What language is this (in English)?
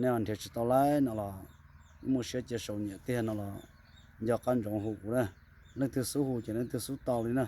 Hmong